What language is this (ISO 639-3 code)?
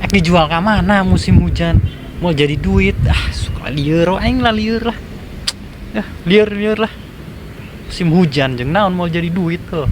sun